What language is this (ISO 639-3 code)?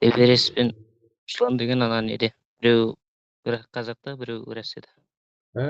kaa